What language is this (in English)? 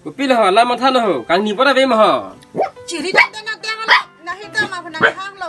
Karbi